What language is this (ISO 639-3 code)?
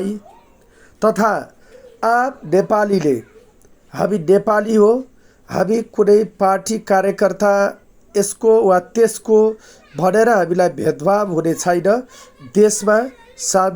nep